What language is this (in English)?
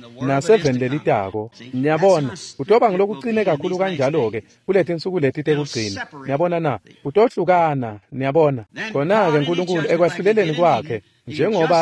Swati